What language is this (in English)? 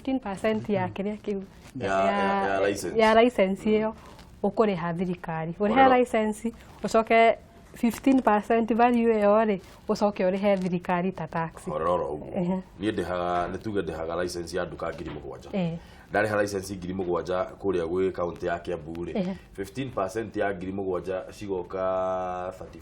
Kikuyu